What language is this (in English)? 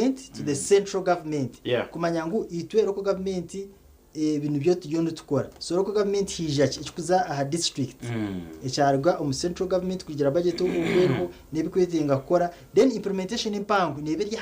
Nyankole